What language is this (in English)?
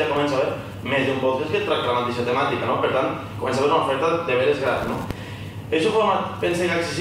Catalan